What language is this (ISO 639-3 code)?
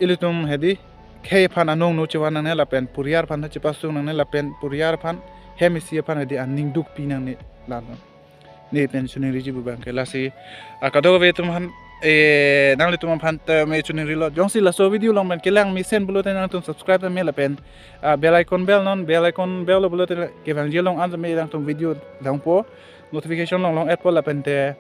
mjw